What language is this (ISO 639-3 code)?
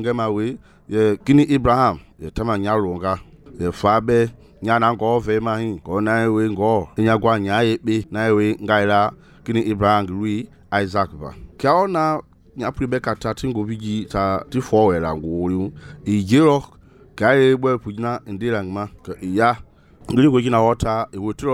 men